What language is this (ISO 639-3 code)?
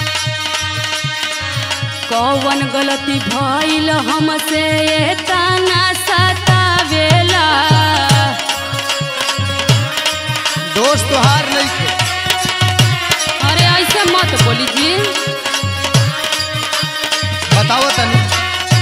bho